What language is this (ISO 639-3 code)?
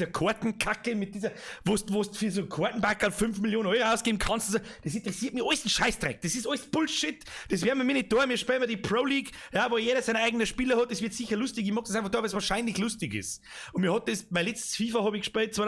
bar